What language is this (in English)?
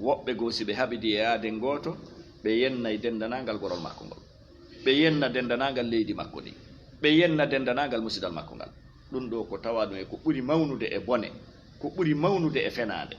Fula